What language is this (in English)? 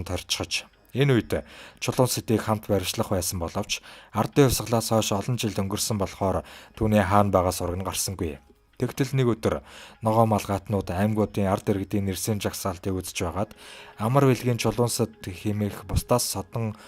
Mongolian